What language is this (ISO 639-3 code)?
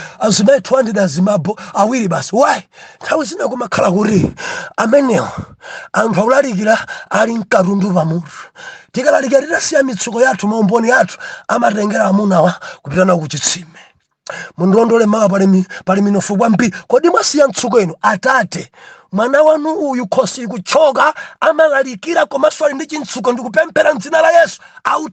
nya